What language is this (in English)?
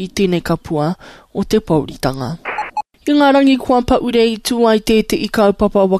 Māori